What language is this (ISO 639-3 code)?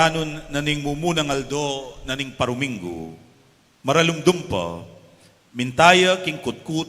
pam